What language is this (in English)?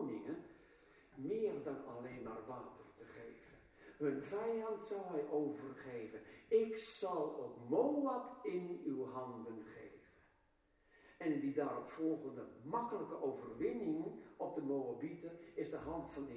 Dutch